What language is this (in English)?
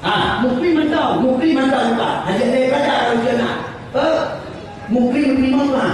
Achinese